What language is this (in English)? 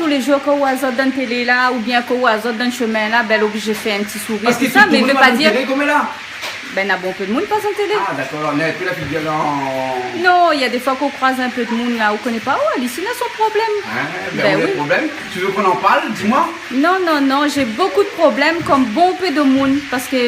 Réunion Creole French